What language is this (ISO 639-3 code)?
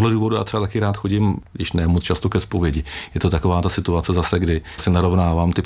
ces